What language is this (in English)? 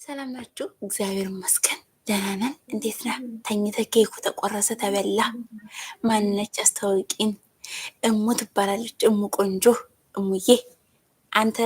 Amharic